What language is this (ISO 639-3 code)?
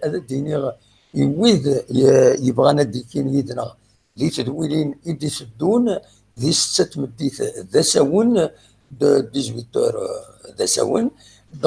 kab